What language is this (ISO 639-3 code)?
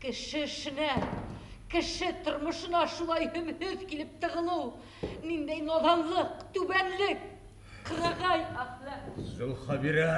bak